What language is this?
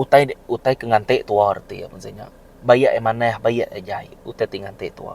Iban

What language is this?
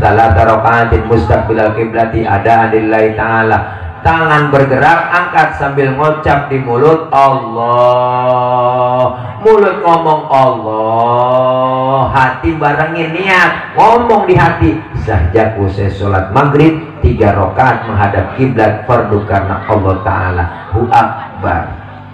Betawi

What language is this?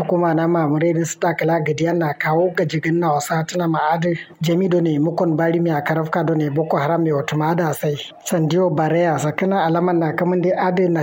Kanuri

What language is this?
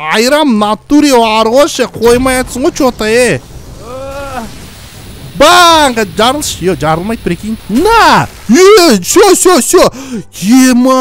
Kazakh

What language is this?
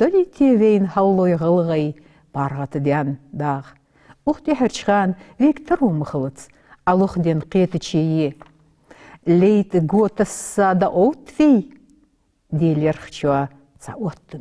Ingush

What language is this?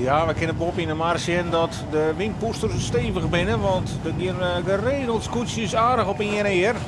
Western Frisian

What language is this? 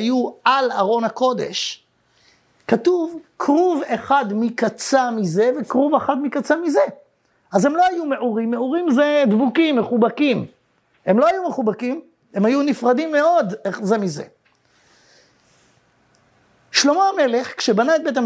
Hebrew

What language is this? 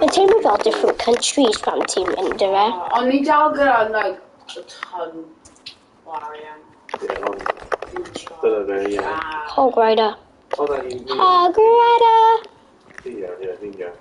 Welsh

